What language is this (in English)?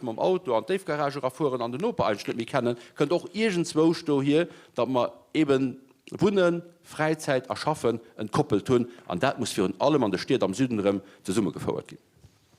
Luxembourgish